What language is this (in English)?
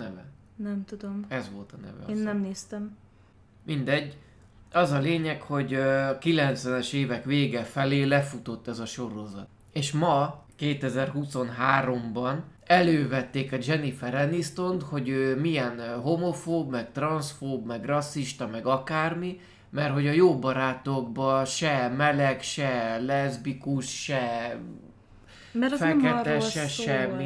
Hungarian